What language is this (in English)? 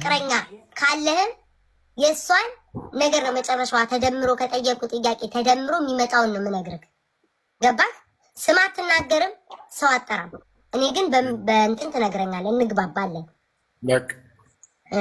Amharic